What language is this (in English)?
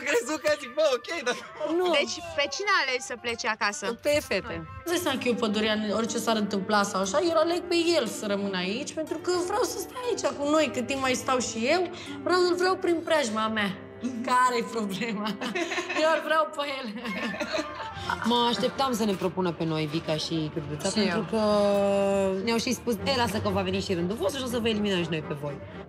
Romanian